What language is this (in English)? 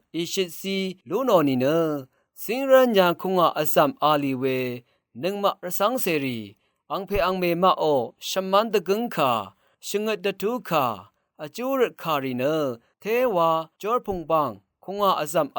Rawang